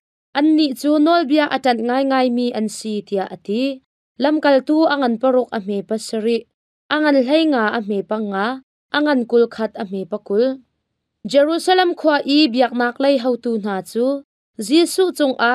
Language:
Hakha Chin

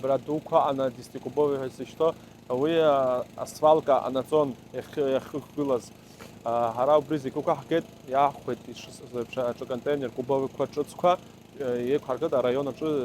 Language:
Abkhazian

